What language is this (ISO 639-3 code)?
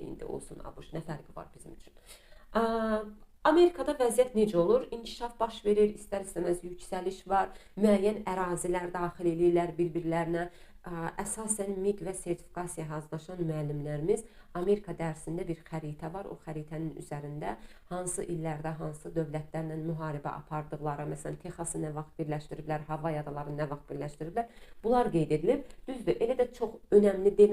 aze